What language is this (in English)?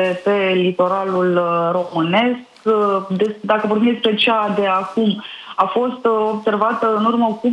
Romanian